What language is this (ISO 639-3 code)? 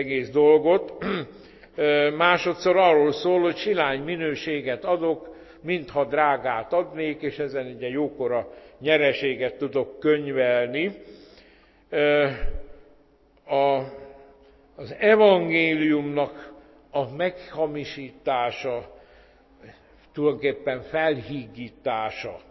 hun